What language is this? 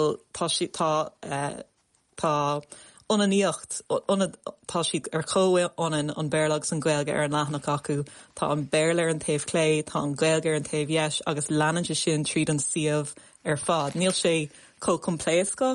Irish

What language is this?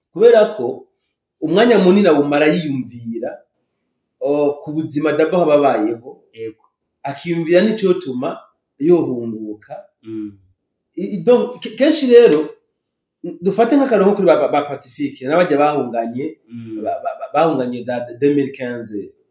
Rundi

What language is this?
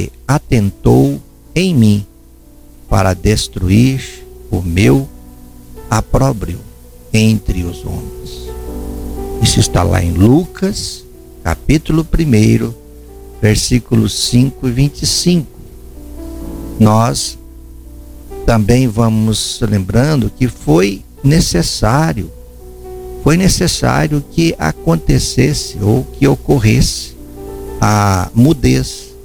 Portuguese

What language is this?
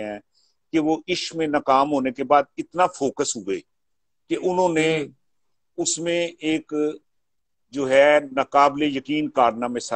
Urdu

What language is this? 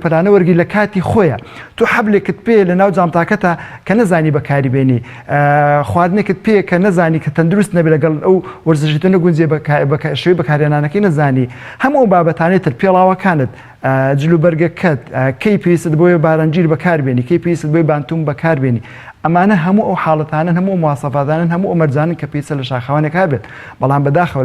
Central Kurdish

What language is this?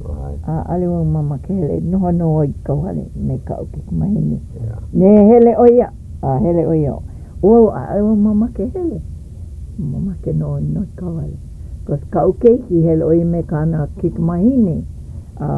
Hawaiian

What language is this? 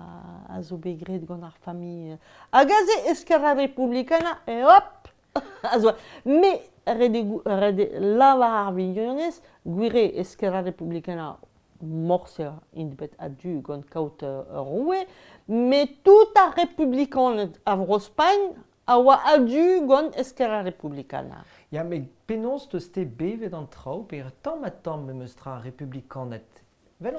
Breton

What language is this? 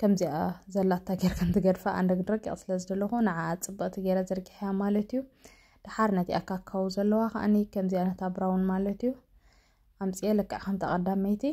Tigrinya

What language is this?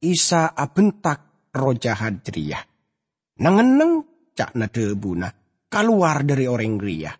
Madurese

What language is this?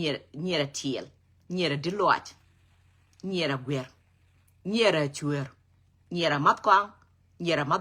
Nuer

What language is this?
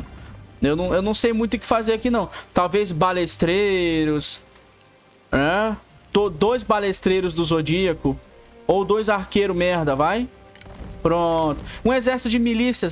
Portuguese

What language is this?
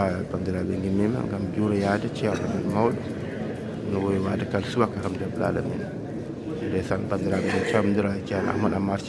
Fula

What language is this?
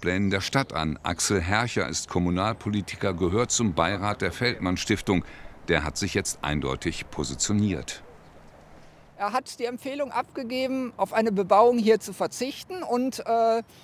German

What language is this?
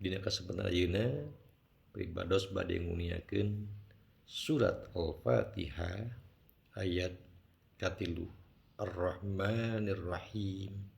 Sundanese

